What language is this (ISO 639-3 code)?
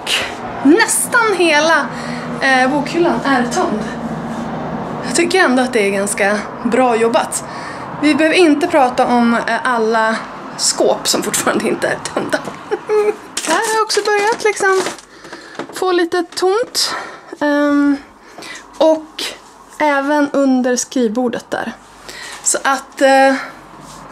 swe